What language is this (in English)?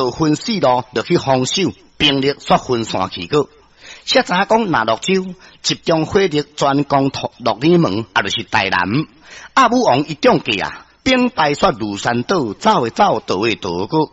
Min Nan Chinese